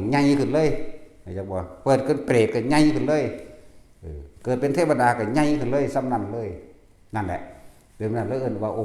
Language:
Lao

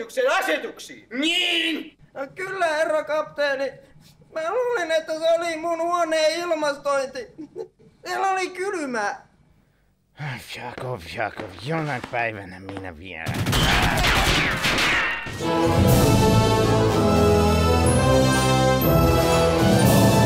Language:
Finnish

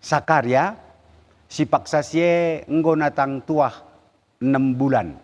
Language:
Batak Karo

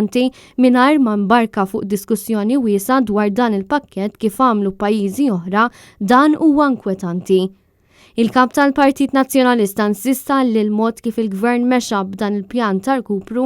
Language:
Maltese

